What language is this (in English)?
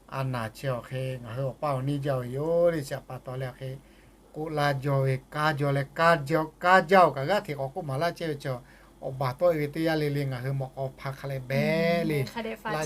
Lahu